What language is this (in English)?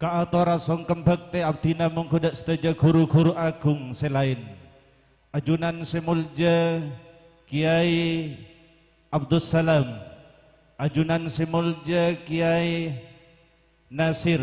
Madurese